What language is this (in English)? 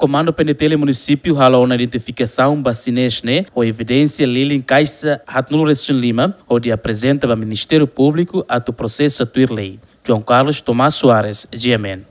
Tetum